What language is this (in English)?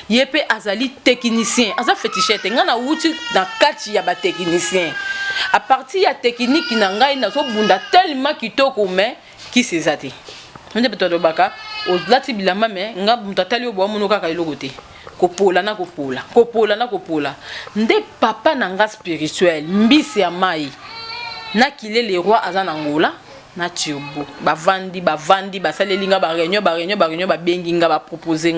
Lingala